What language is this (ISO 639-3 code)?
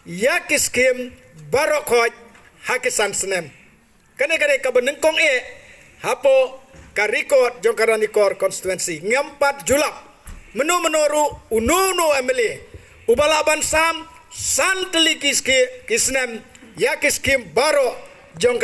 kha